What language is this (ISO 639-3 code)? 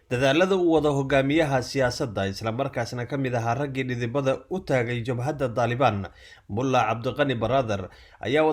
som